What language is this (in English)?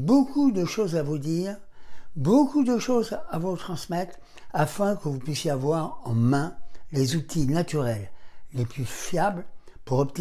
French